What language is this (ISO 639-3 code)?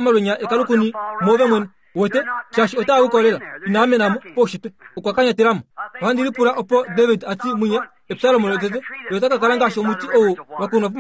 kua